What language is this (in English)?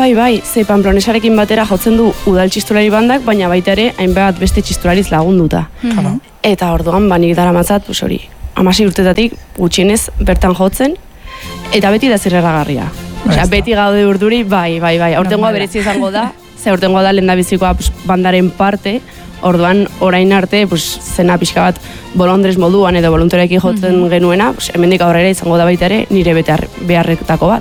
Basque